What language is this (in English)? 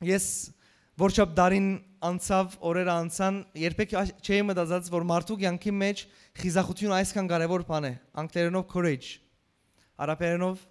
Western Armenian